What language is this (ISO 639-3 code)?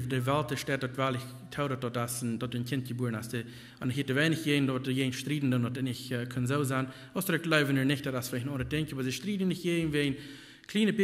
pdt